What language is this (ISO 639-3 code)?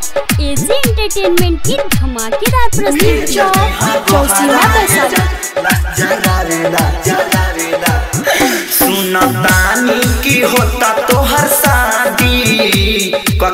bho